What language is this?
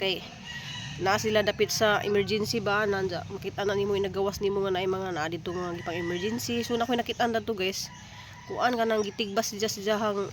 Cebuano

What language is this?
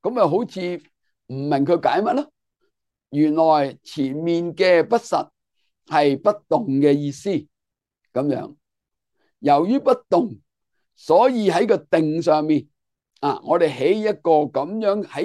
Cantonese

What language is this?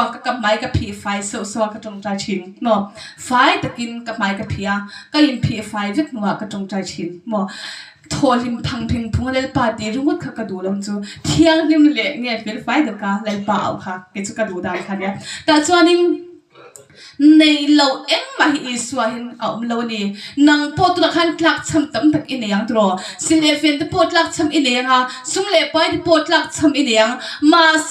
Mizo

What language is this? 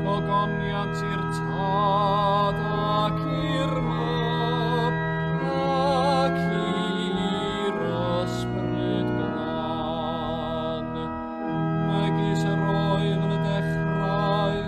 Welsh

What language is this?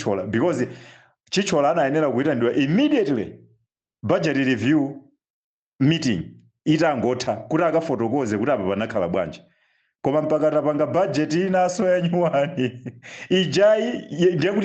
Nyanja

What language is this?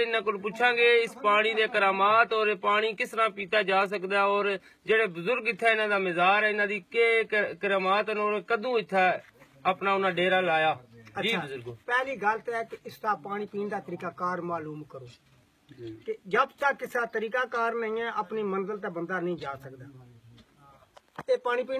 Punjabi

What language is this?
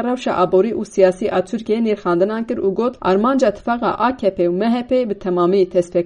Kurdish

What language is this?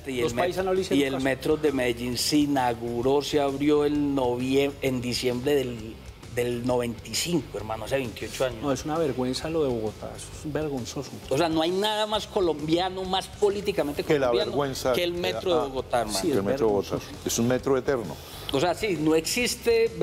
Spanish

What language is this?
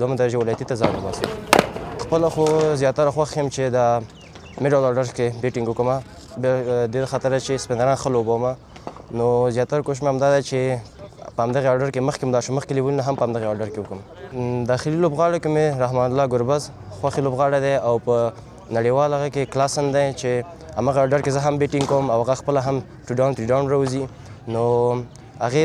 Pashto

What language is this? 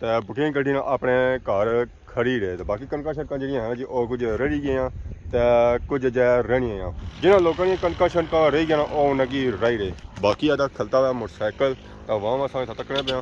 Pahari-Potwari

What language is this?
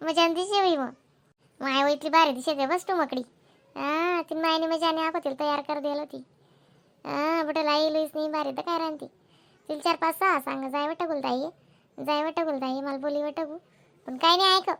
Khandesi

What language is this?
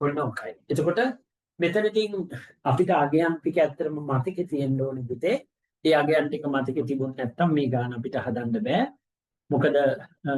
Sinhala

